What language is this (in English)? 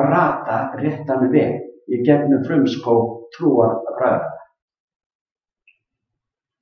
Icelandic